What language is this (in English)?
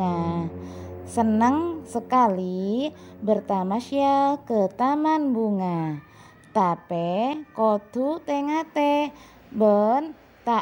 Madurese